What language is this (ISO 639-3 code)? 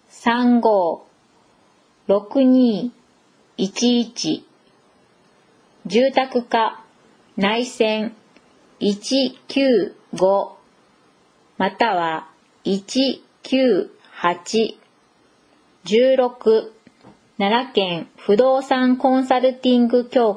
jpn